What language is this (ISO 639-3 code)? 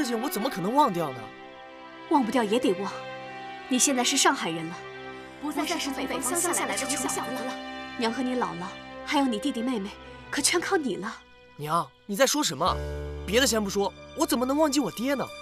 zho